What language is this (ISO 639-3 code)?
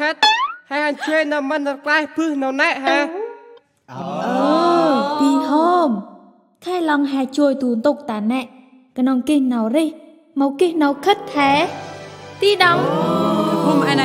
cmo